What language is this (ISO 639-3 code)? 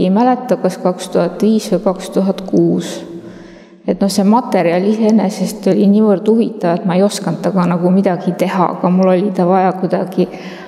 est